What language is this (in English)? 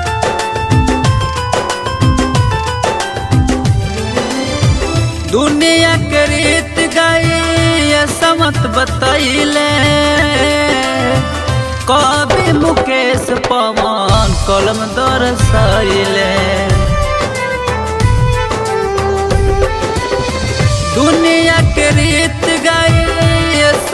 Bhojpuri